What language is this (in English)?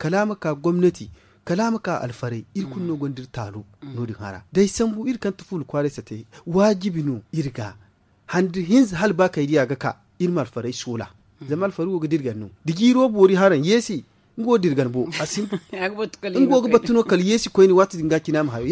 Zarma